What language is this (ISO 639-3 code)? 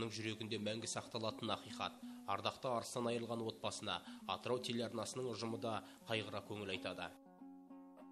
kaz